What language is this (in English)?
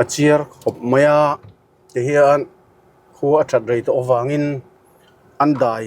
Mizo